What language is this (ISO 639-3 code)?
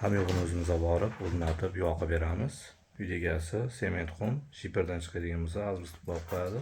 uzb